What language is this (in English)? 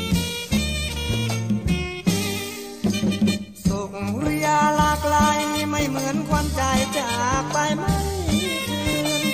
Thai